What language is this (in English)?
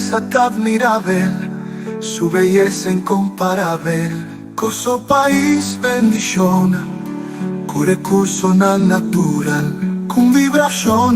Papiamento